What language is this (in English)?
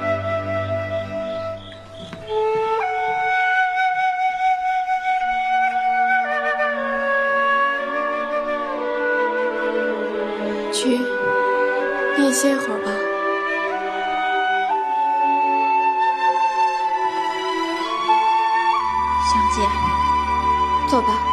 Chinese